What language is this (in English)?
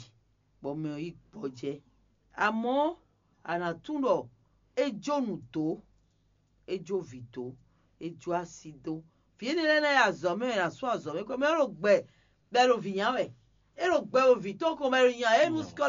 Fon